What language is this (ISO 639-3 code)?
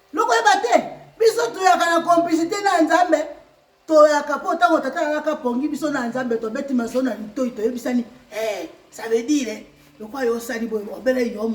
lin